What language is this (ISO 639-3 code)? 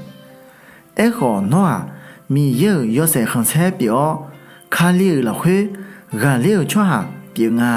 ahk